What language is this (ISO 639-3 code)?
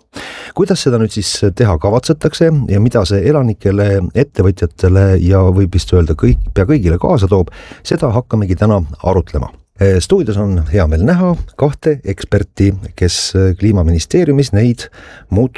est